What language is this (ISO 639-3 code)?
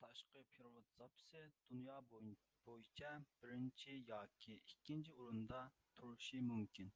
uig